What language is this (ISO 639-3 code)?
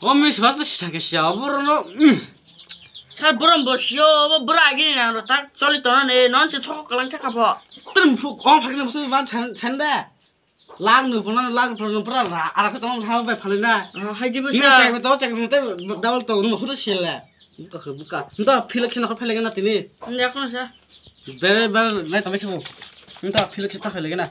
trp